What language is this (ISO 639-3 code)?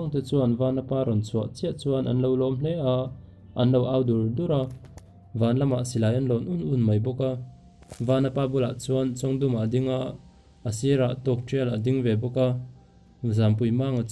lus